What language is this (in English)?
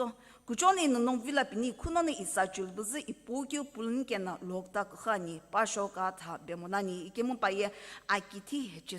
Sumi Naga